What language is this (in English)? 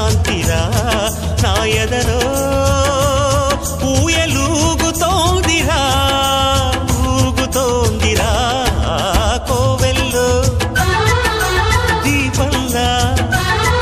Telugu